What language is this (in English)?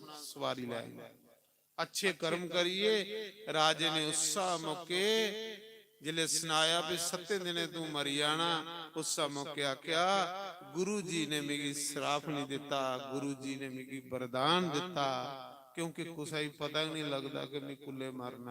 Dogri